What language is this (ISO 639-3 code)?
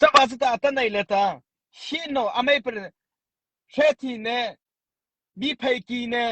mrh